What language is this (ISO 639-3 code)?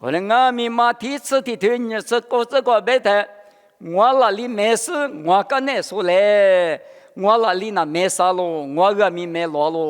lis